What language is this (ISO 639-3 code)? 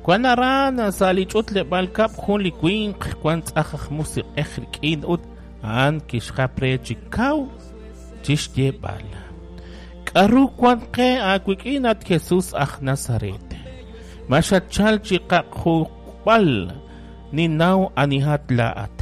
kek